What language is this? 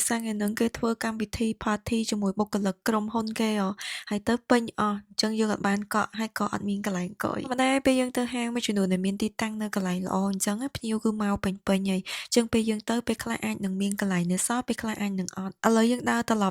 Khmer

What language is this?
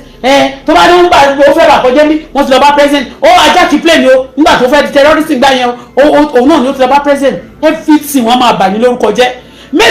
Yoruba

